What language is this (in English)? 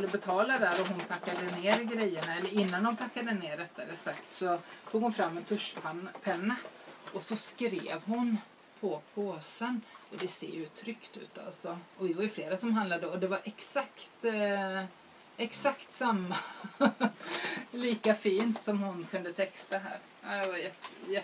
Swedish